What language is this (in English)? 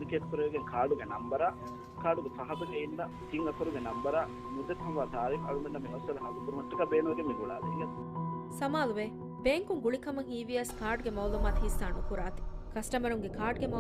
Divehi